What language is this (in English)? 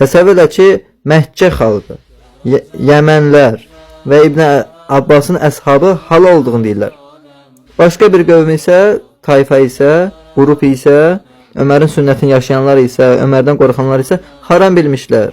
Azerbaijani